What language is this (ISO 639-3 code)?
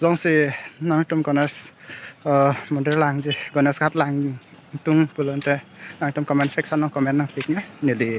mjw